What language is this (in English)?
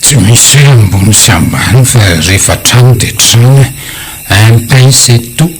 Malagasy